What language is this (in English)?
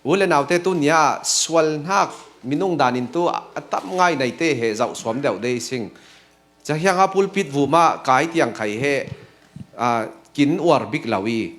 Falam Chin